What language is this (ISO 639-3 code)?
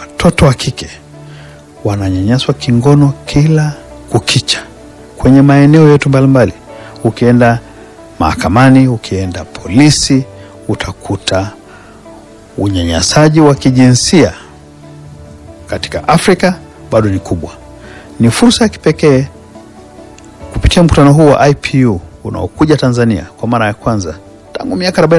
swa